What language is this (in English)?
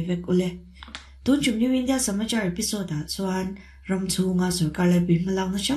Mizo